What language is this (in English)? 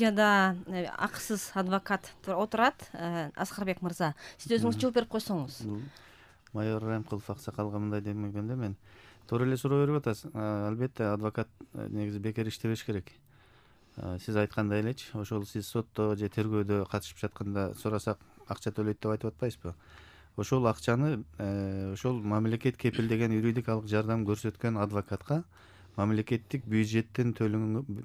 Kyrgyz